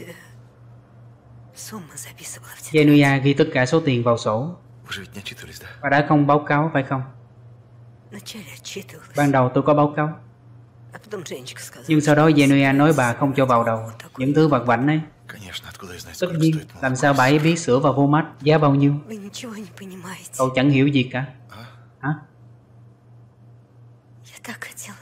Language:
Vietnamese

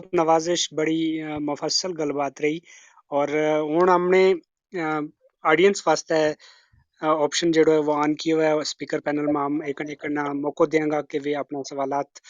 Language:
Gujari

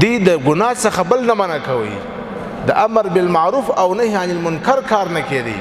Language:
Pashto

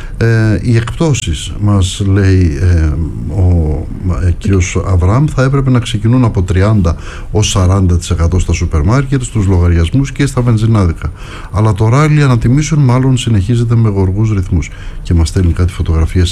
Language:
Greek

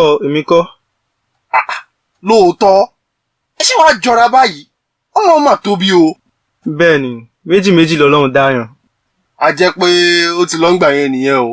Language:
Yoruba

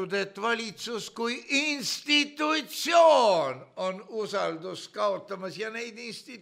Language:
Estonian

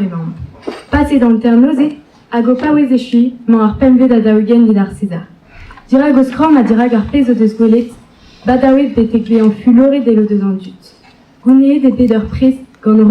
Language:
Breton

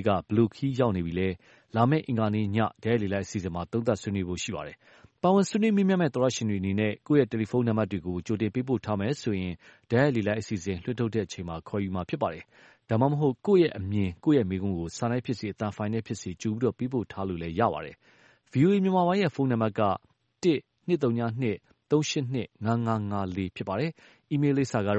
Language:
Burmese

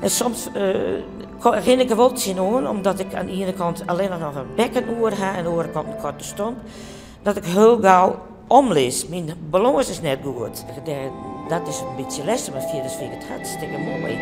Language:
Western Frisian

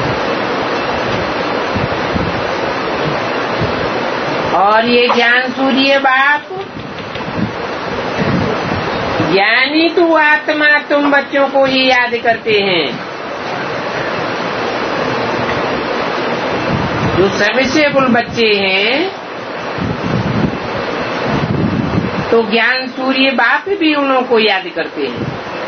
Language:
Hindi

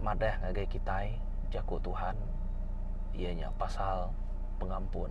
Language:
Iban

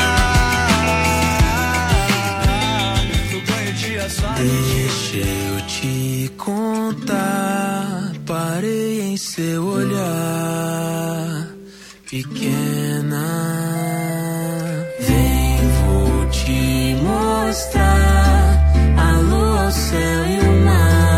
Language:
Portuguese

